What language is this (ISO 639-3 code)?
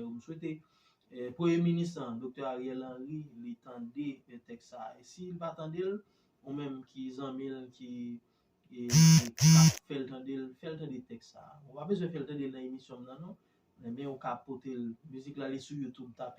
hat